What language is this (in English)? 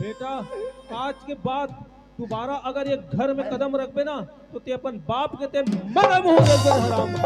Chhattisgarhi